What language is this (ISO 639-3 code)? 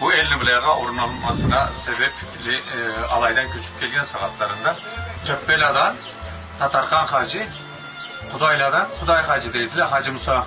krc